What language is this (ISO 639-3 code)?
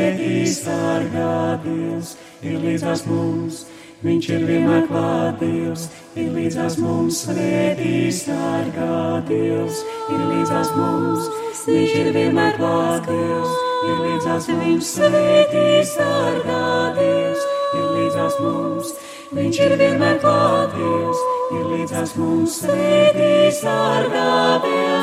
lav